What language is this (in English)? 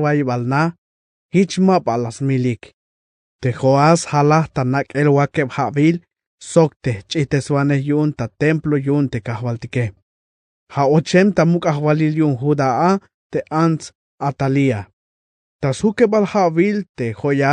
Tzeltal